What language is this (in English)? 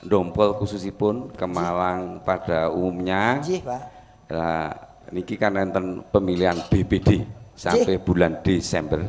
Javanese